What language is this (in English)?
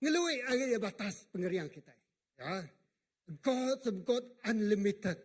Iban